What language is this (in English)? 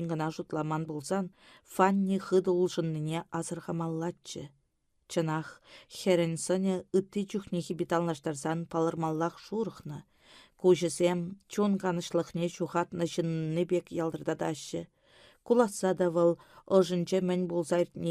Chuvash